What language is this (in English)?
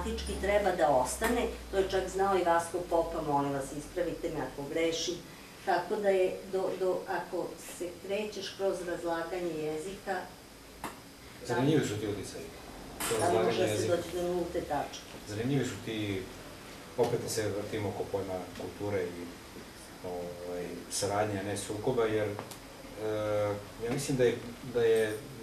Serbian